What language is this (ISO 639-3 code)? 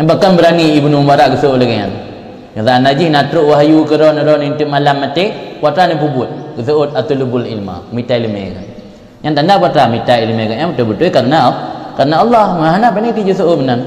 ace